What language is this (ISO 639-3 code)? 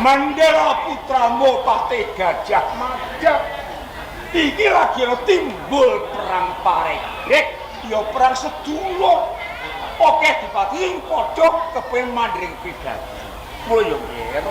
jav